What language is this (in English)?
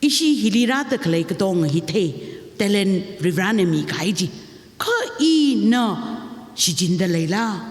Tangkhul Naga (India)